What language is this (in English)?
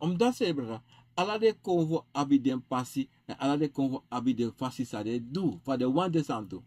Sranan Tongo